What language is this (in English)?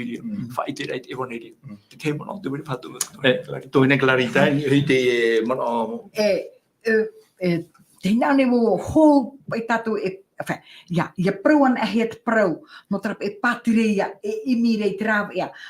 Tahitian